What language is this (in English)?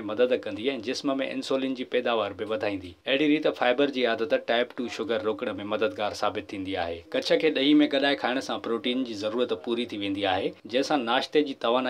Sindhi